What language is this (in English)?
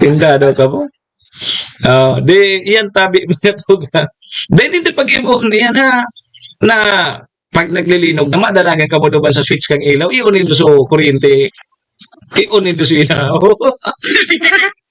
Bikol